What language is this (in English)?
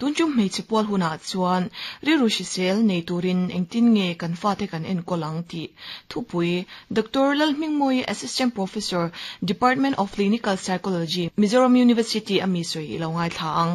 Mizo